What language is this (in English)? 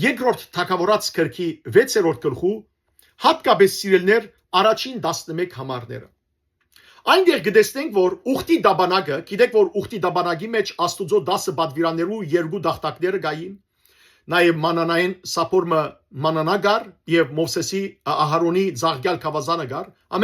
Western Armenian